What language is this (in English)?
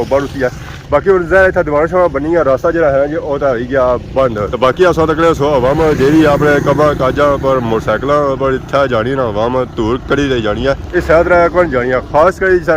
Pahari-Potwari